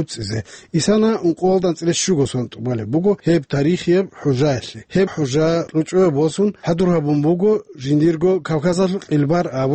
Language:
Avaric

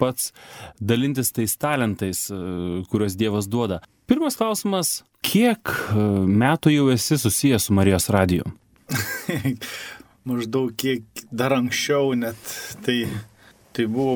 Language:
Lithuanian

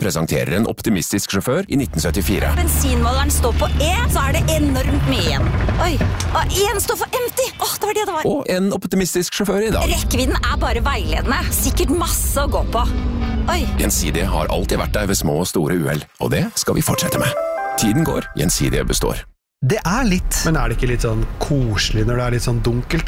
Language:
Norwegian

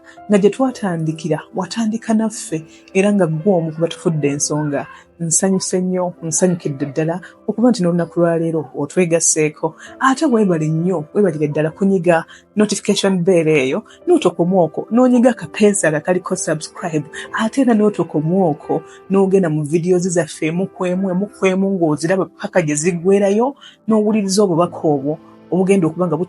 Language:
Ganda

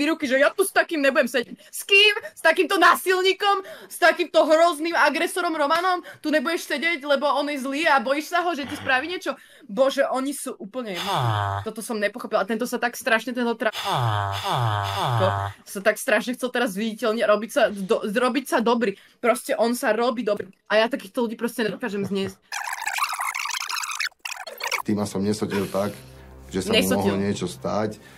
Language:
Slovak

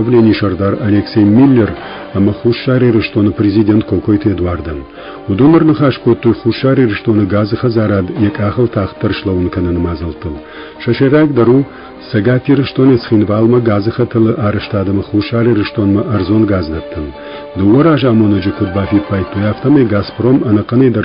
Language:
Ossetic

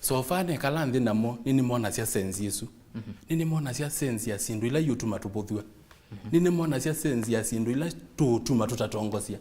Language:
Kamba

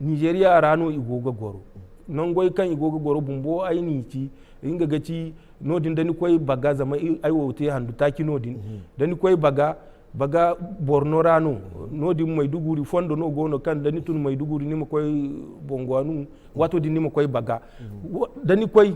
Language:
Zarma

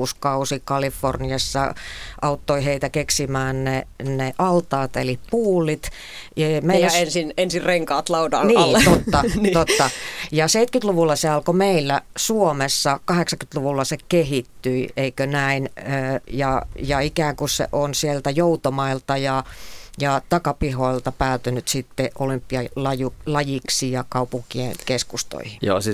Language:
Finnish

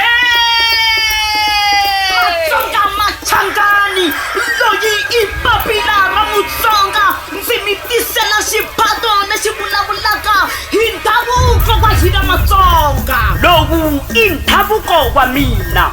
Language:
Tsonga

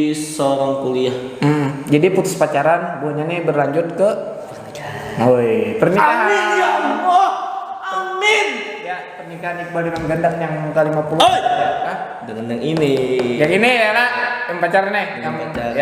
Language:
Banjar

